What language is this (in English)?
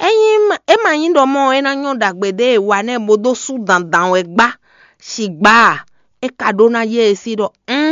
Fon